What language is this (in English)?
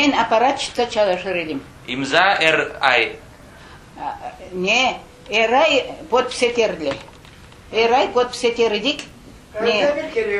Crimean Tatar